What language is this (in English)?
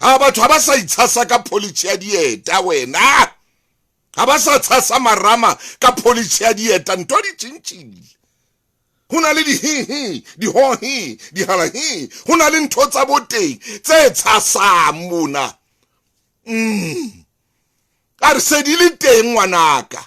Southern Sotho